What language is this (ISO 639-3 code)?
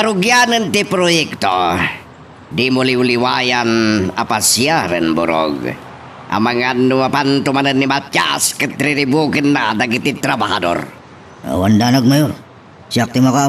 ilo